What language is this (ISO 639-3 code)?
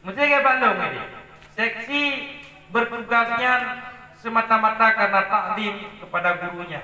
ace